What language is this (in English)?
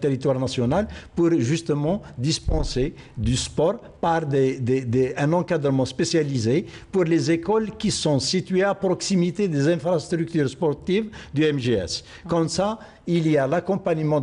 French